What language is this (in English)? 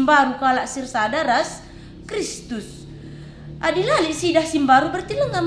Batak Karo